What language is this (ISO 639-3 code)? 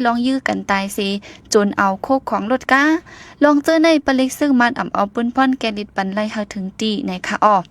shn